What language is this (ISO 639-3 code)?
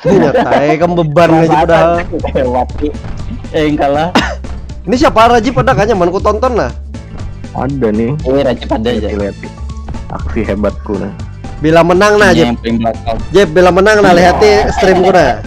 bjn